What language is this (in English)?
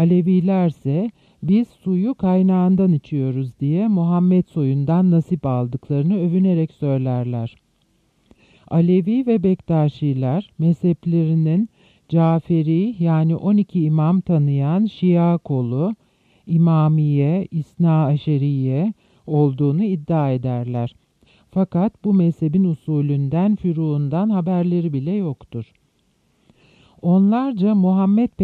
Turkish